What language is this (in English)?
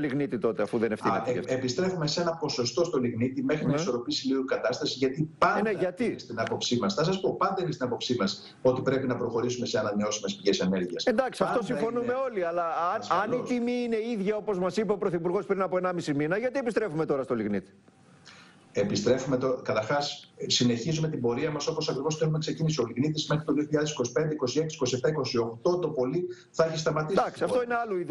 Greek